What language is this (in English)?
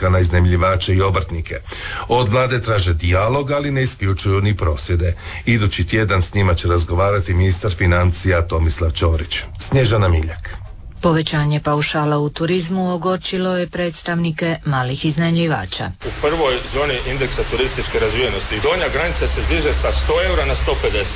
Croatian